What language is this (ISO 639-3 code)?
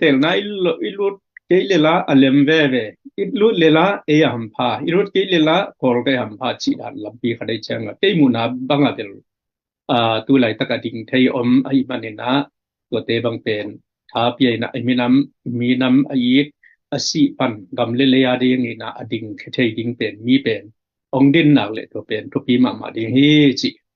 ctd